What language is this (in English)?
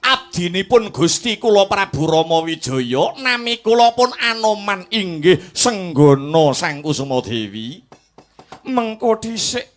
Javanese